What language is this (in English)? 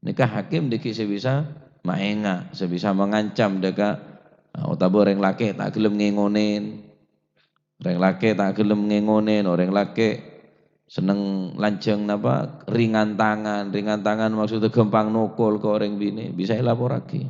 Madurese